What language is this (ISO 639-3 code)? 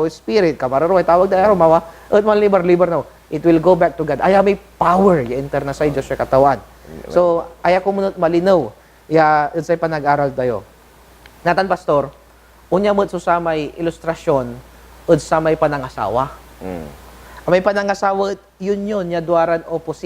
pag